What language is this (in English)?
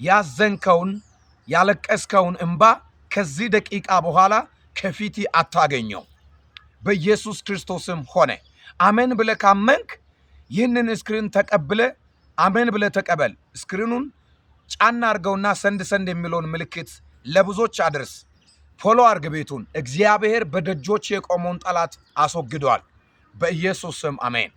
Amharic